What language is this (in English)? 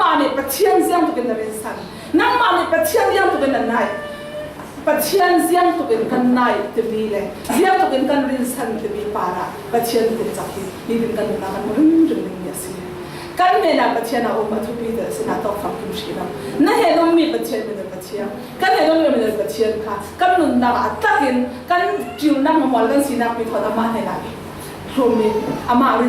Falam Chin